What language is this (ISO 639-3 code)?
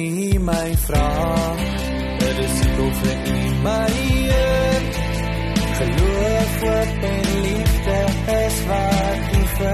afr